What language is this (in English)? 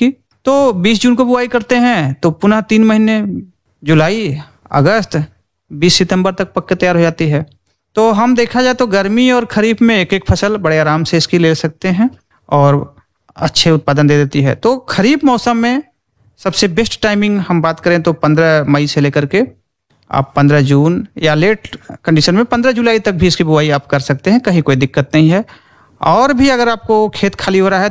Hindi